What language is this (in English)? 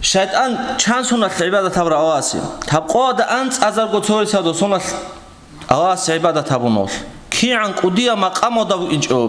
Avaric